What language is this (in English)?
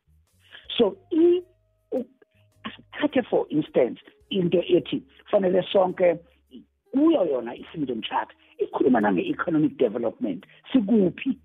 South Ndebele